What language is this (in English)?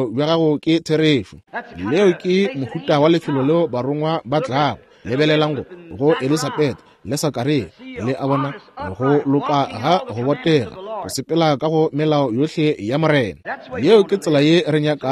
Northern Sotho